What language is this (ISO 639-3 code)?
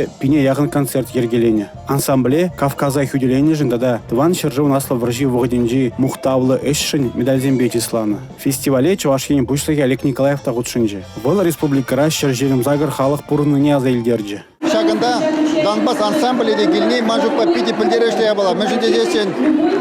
chv